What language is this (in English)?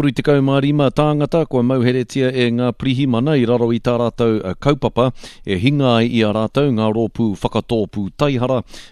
Māori